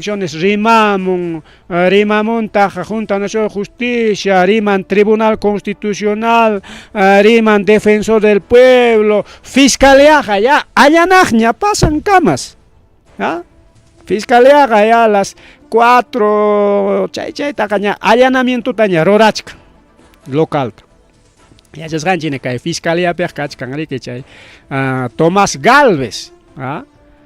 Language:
Ayacucho Quechua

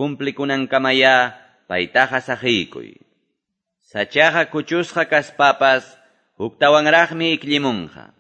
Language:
Quechua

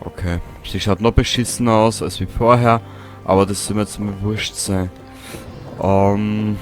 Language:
Bavarian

